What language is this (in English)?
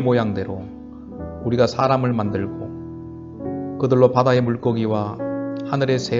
Korean